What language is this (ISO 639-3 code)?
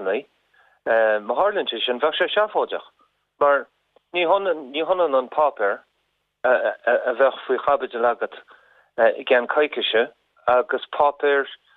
gle